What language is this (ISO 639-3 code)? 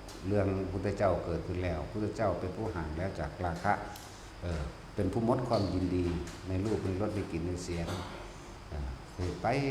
tts